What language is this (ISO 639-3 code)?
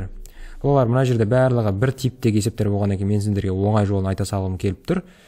kaz